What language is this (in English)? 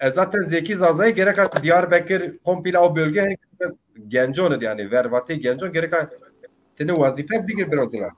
Zaza